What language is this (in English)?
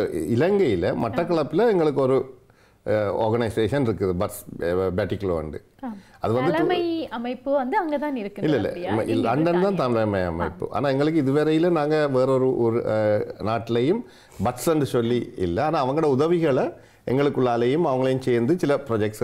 Tamil